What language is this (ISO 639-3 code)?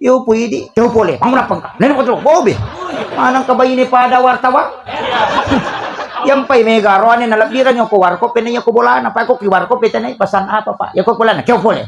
bug